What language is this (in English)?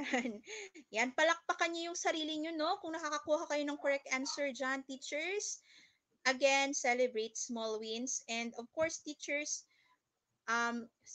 Filipino